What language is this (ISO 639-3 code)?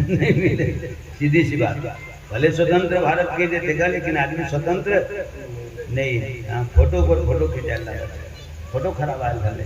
hne